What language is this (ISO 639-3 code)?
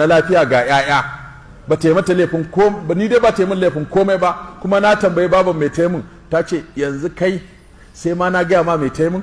hau